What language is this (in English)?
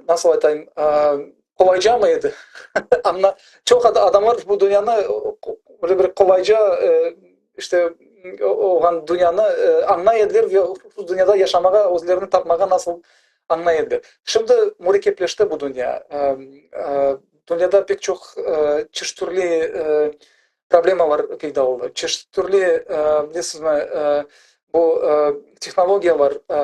Crimean Tatar